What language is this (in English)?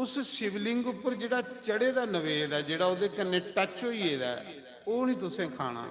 Dogri